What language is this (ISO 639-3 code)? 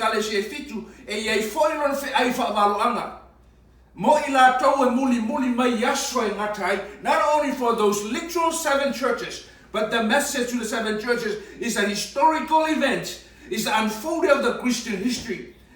smo